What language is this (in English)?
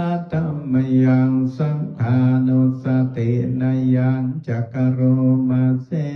Pali